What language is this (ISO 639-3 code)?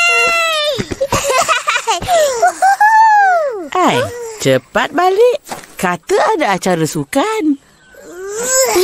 msa